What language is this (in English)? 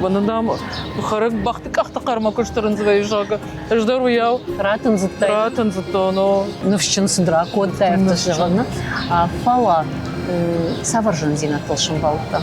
Ossetic